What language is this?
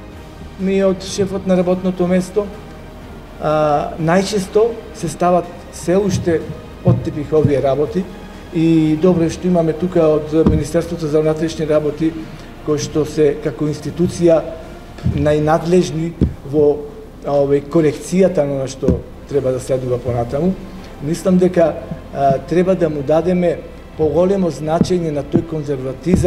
Macedonian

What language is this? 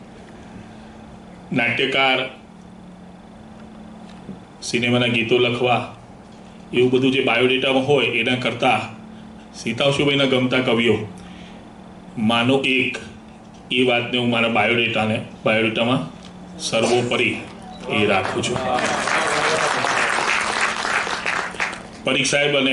Gujarati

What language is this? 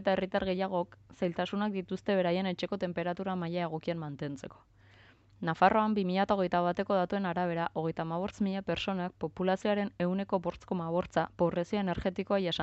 Basque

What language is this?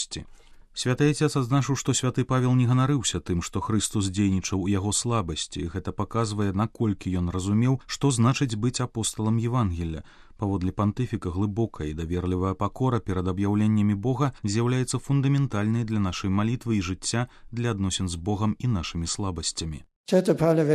Belarusian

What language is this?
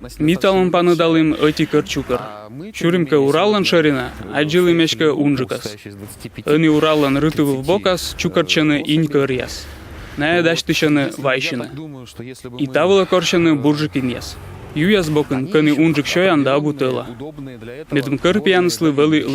Komi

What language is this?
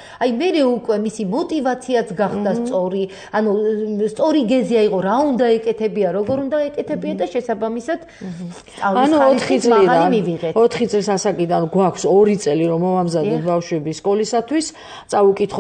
Georgian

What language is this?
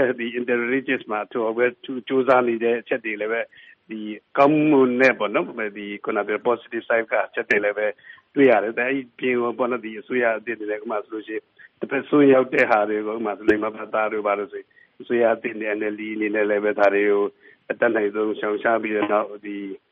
Burmese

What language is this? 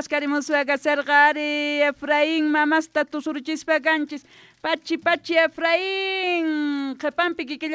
South Bolivian Quechua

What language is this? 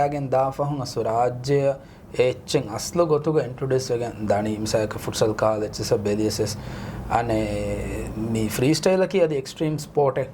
Divehi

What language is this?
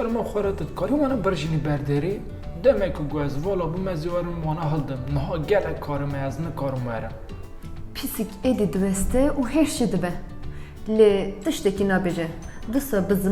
Kurdish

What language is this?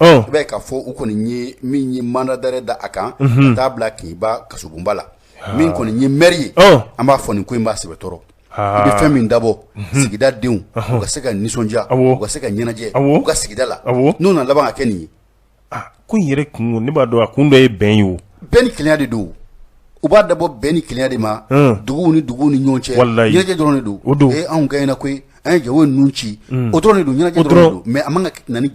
Bambara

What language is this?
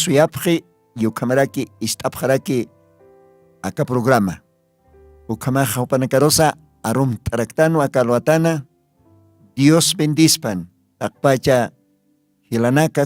Aymara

